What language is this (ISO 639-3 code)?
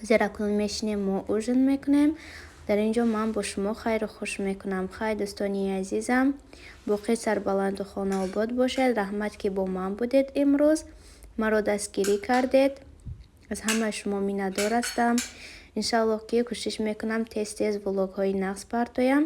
tgk